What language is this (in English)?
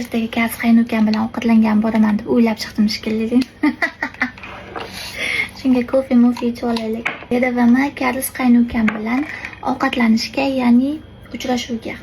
Uzbek